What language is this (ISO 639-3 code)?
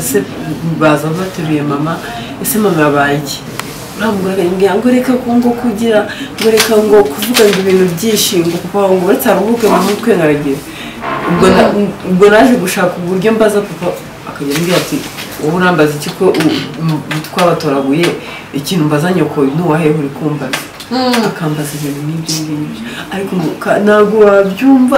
kin